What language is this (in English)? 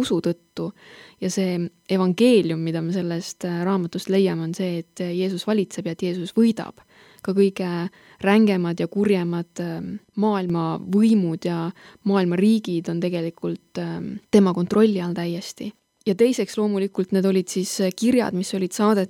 Estonian